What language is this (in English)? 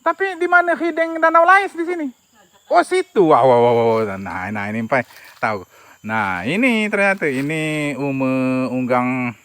Musi